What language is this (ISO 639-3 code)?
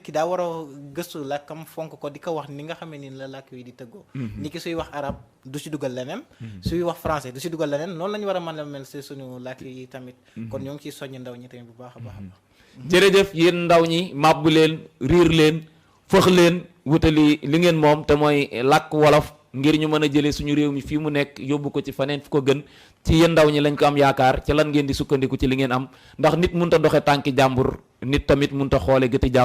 wol